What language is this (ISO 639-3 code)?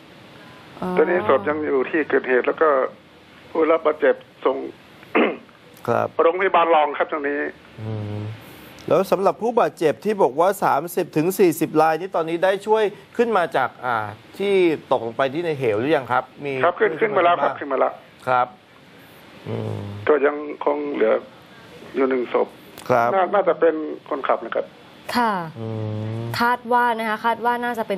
tha